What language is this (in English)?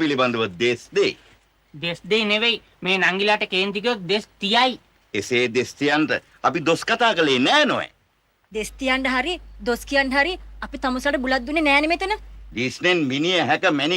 Sinhala